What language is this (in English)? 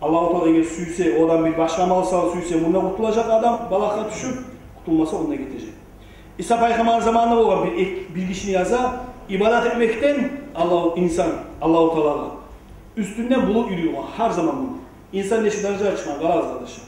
Kumyk